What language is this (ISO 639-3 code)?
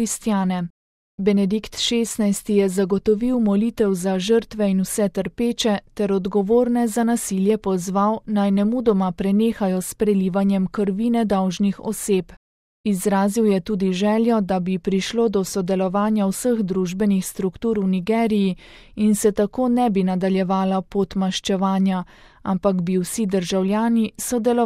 slv